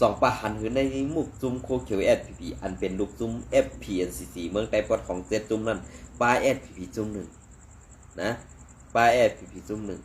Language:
Shan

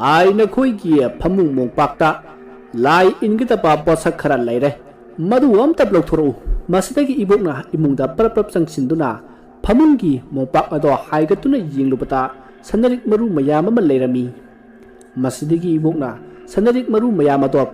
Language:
Manipuri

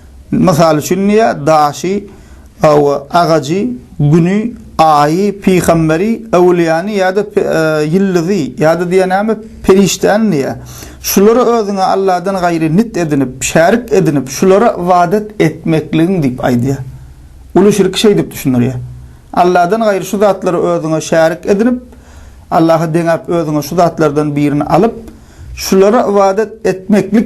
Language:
Turkmen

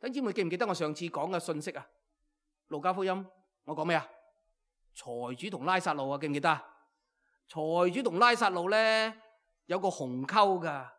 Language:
Cantonese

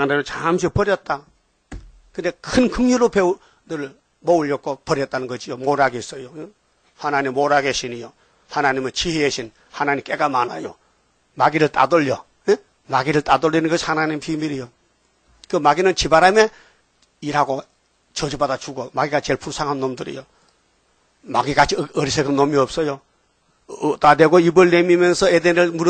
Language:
Korean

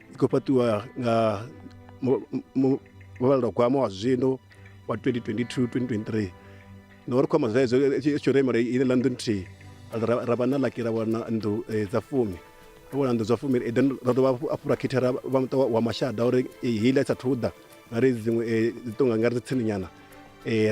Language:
Venda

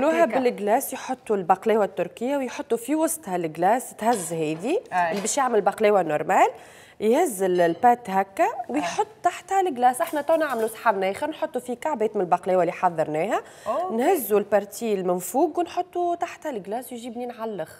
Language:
Tunisian Arabic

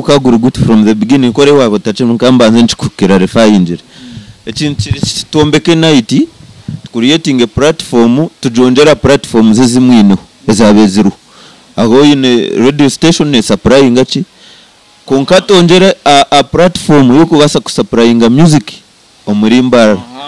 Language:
Nyankole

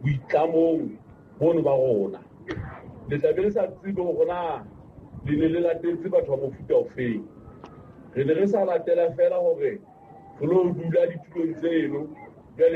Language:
Southern Sotho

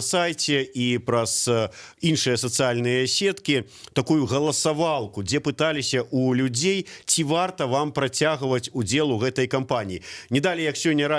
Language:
Belarusian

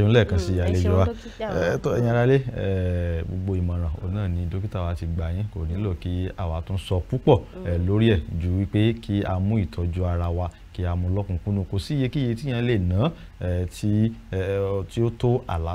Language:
Yoruba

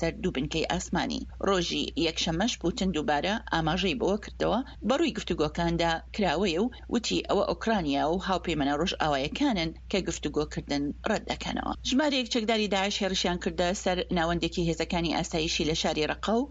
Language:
Central Kurdish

